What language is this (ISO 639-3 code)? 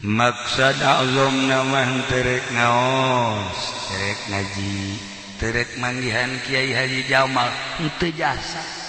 sun